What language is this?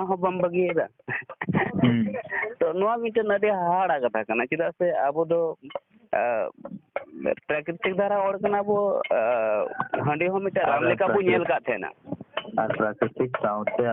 Santali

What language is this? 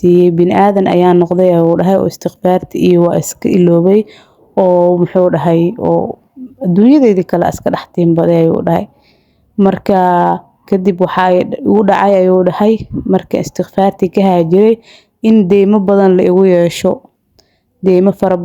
Somali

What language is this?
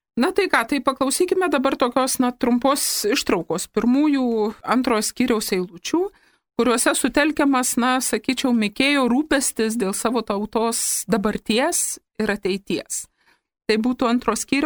Lithuanian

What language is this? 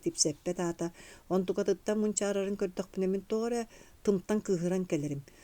Yakut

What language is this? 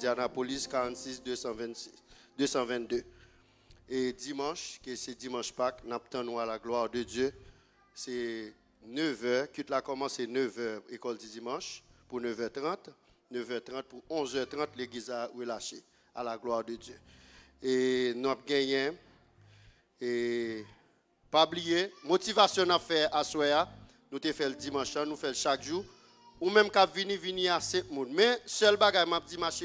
Haitian Creole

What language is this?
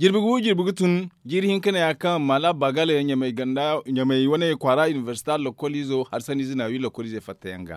Zarma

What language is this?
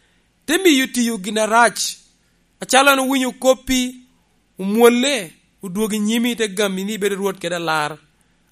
Lango (Uganda)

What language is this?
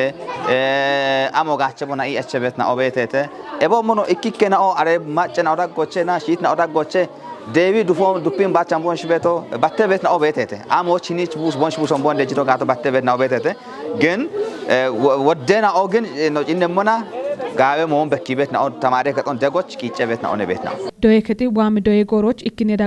Kafa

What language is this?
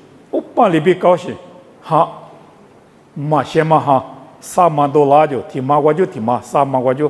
Lisu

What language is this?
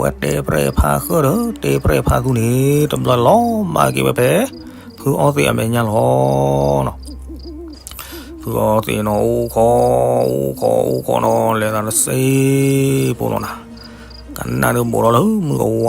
S'gaw Karen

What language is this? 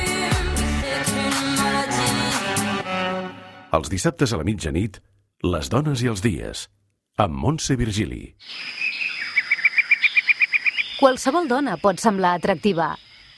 Catalan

